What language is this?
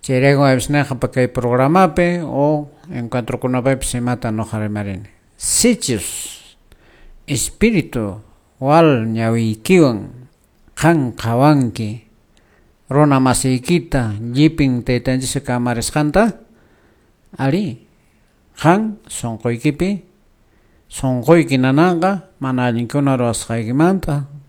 Quechua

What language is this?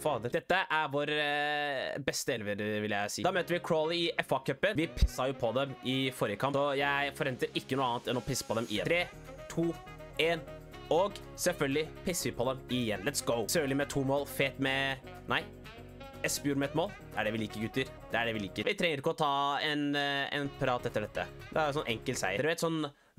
Norwegian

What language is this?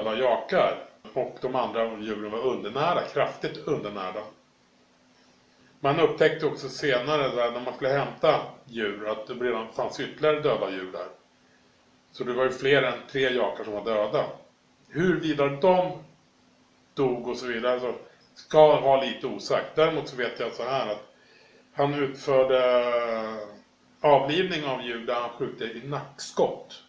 Swedish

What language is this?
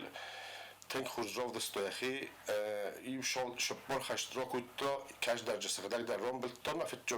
Ossetic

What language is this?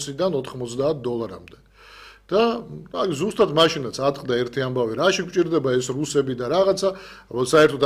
Georgian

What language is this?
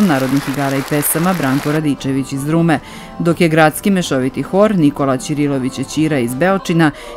Serbian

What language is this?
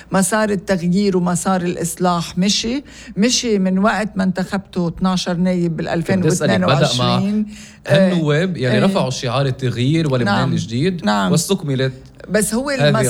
North Levantine Arabic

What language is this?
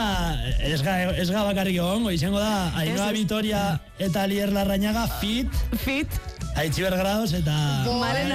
Basque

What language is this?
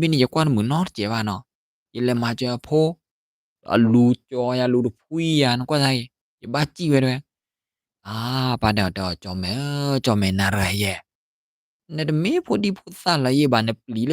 S'gaw Karen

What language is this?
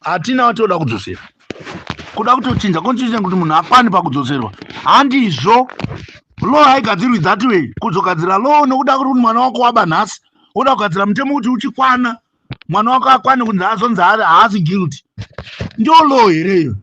Shona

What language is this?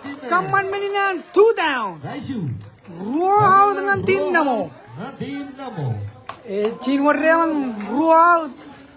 Marshallese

